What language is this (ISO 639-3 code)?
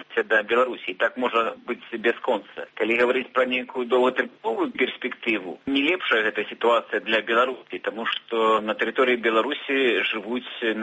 bel